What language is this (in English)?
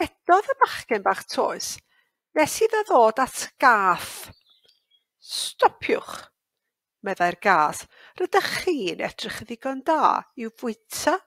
Welsh